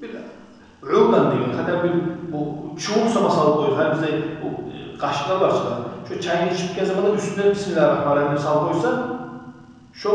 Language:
Kumyk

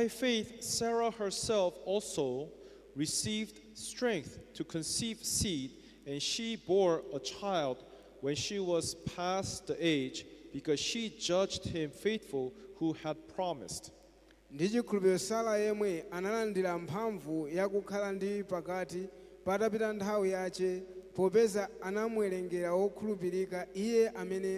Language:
Nyanja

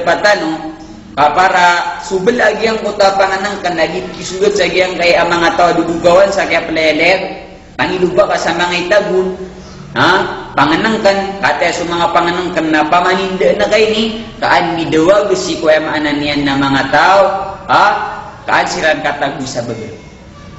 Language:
Maranao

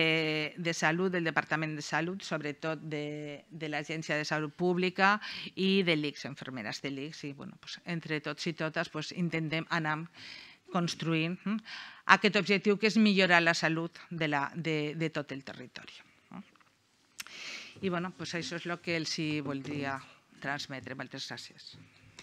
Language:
Catalan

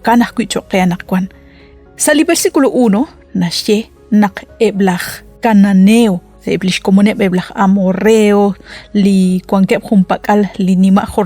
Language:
Kekchí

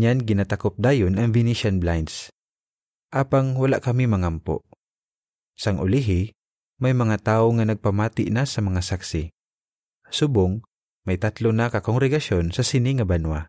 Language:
Hiligaynon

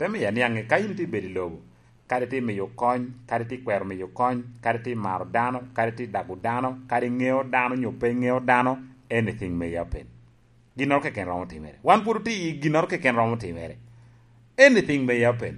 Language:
Lango (Uganda)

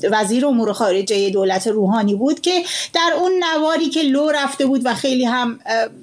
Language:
Persian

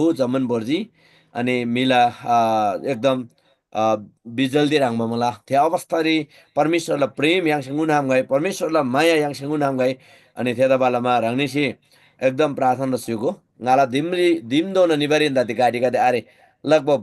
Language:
Eastern Tamang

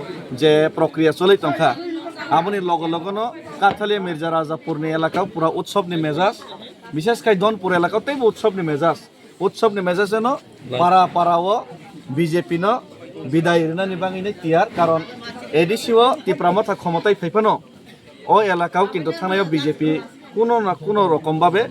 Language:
Kok Borok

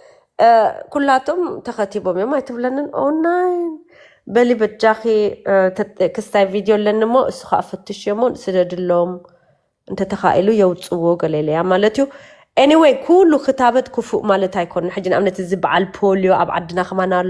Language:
Tigrinya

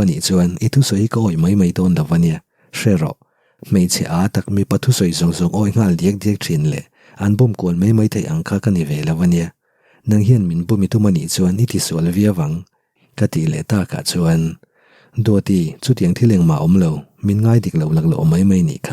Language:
Mizo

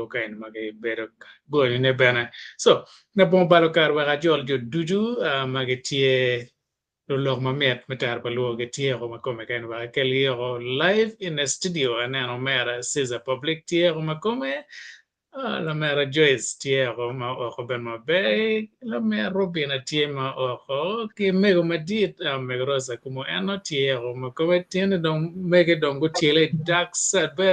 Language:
Acoli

